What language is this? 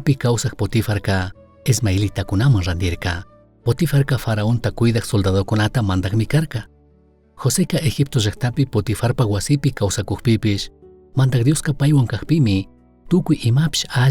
Chimborazo Highland Quichua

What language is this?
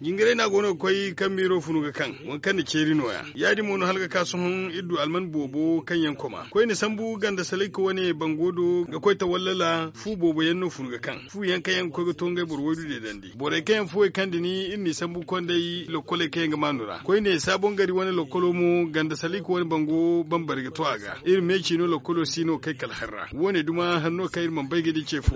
Zarma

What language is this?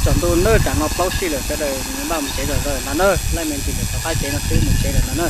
Hmong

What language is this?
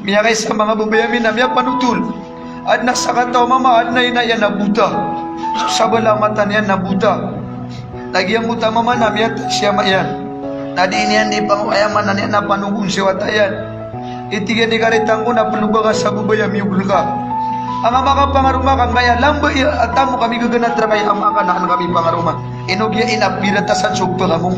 Maranao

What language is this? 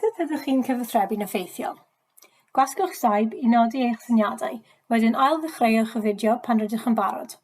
Welsh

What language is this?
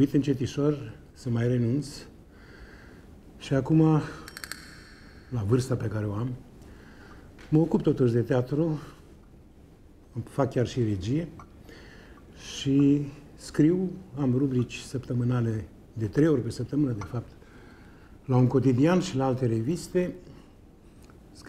Romanian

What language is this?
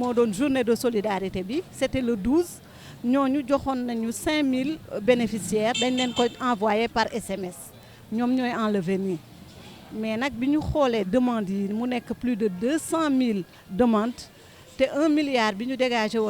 Wolof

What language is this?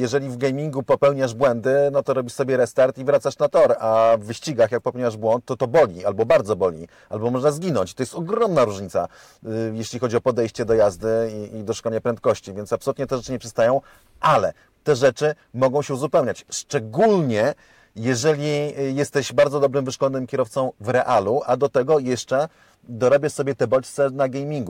Polish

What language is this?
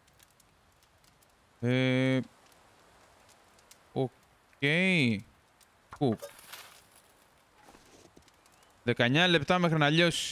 Greek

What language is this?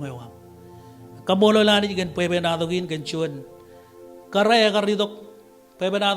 Marshallese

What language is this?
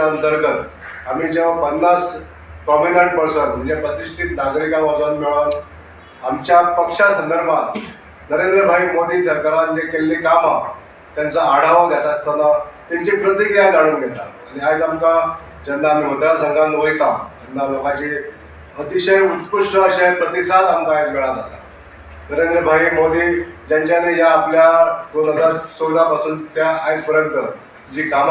Konkani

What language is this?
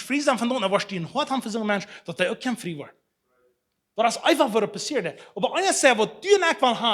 Plautdietsch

